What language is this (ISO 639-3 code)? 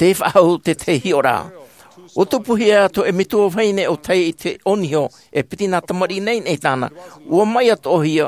tah